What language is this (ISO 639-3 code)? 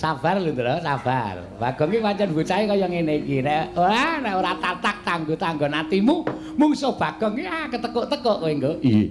jav